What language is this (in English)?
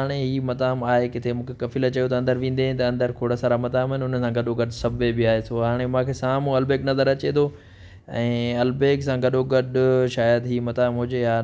Sindhi